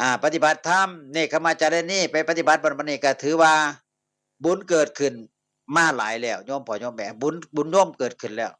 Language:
Northeastern Thai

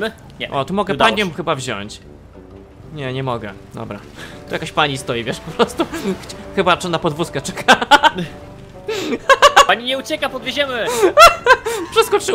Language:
Polish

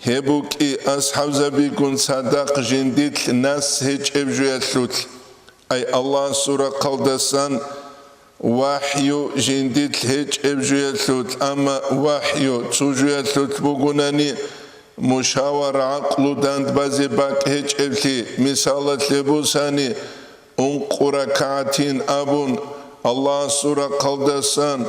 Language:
Avaric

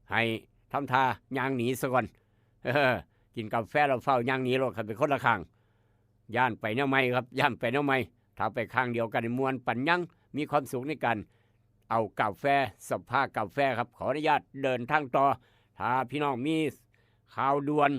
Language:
Northeastern Thai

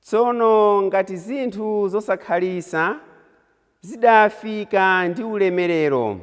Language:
Nyanja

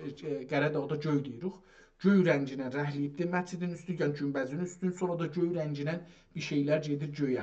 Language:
South Azerbaijani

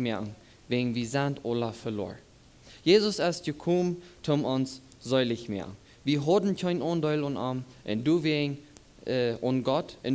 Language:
Plautdietsch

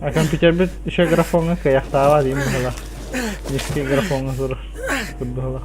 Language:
Yakut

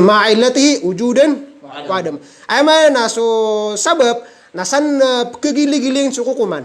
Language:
Maranao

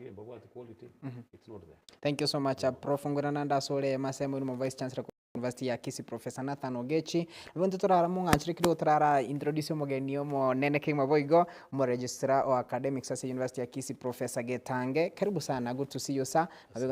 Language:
Gusii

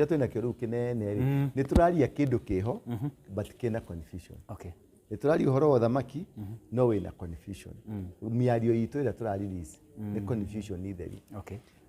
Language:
Kikuyu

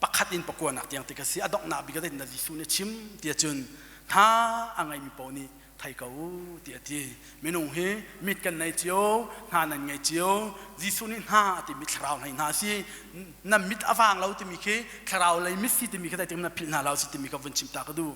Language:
Hakha Chin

